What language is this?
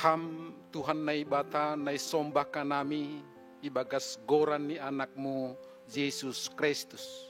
Batak Simalungun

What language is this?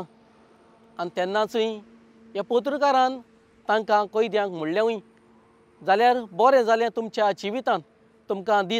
Konkani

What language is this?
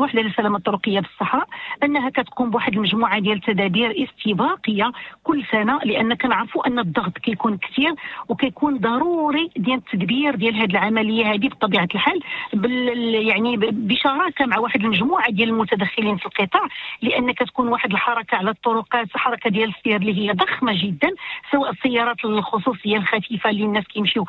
Moroccan Arabic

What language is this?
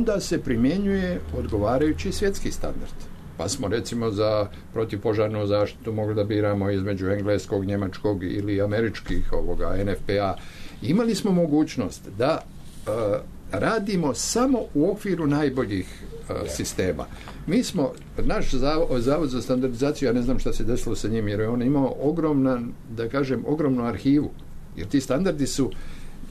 Serbian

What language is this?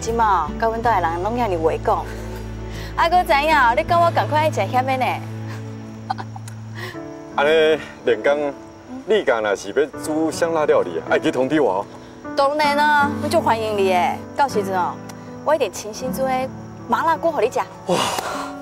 Min Nan Chinese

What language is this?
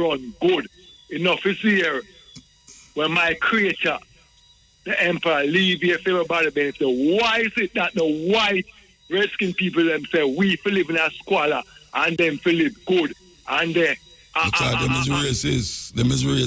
Jamaican Creole English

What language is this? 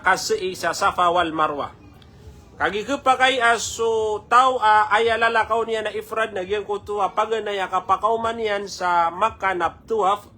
Maranao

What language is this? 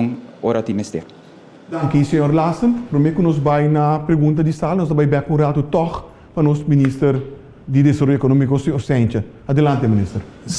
Papiamento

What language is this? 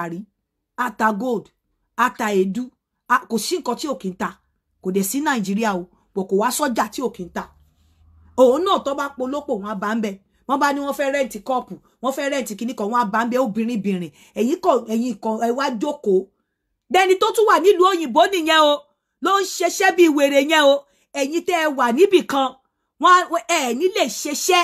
Yoruba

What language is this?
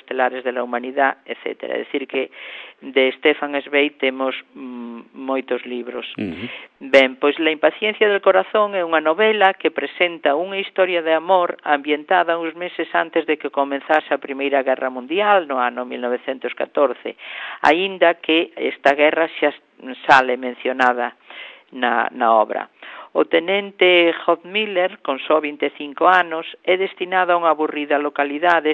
Galician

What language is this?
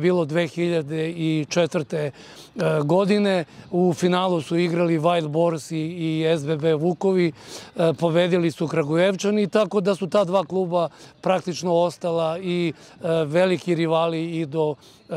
Serbian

